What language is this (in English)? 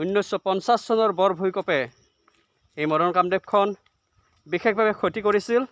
Assamese